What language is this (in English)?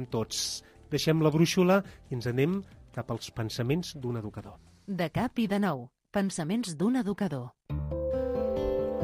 Catalan